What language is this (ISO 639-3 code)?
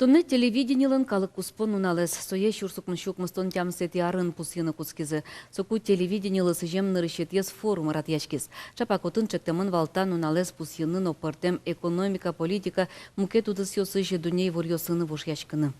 udm